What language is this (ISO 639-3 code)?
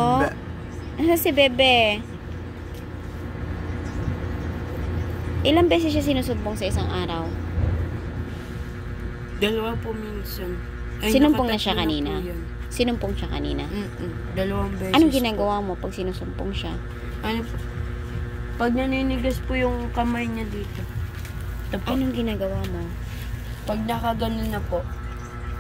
fil